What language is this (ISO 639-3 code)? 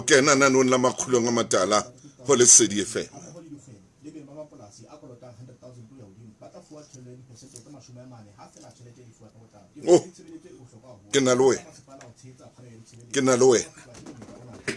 sot